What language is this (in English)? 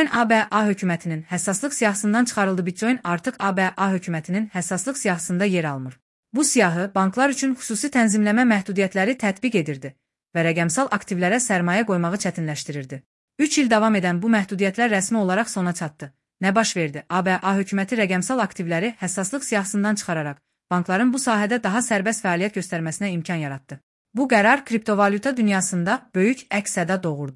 Azerbaijani